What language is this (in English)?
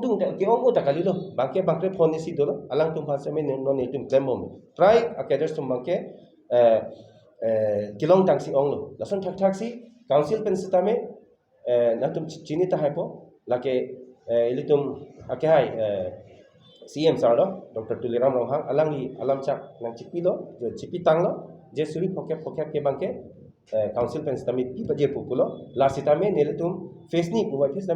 Karbi